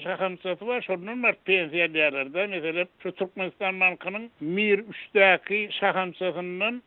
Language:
Turkmen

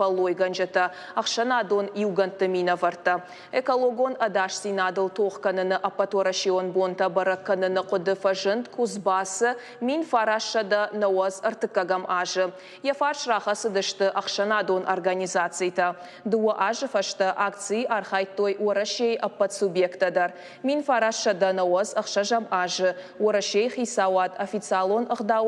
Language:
Ossetic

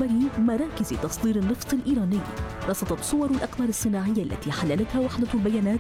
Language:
Arabic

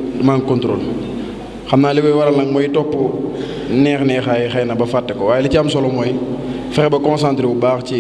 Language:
Wolof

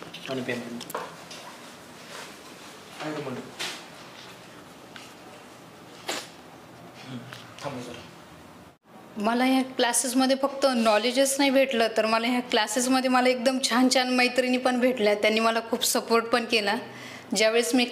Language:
Marathi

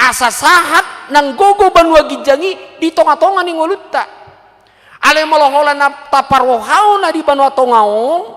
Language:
Batak Toba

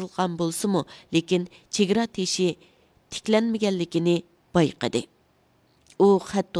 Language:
Uyghur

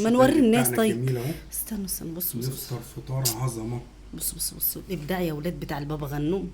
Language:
Egyptian Arabic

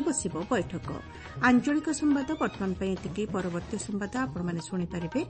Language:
Odia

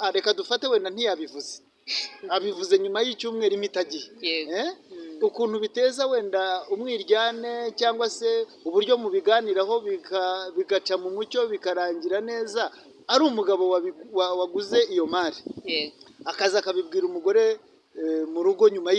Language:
Kinyarwanda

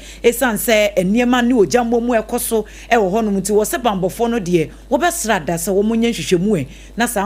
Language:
Akan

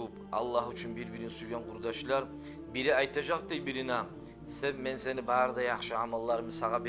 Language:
Kumyk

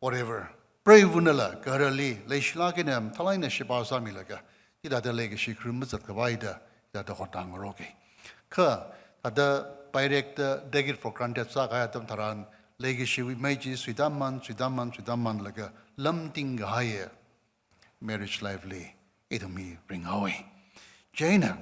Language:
Tangkhul Naga (India)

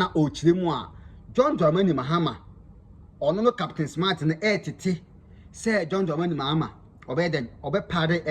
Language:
Akan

